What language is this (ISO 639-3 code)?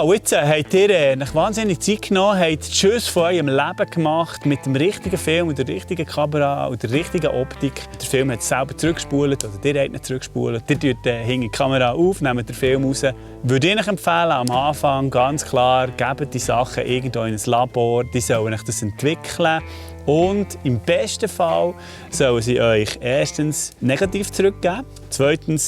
gsw